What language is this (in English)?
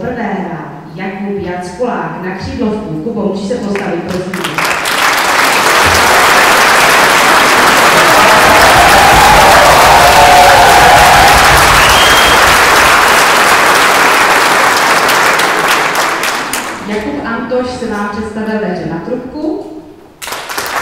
Czech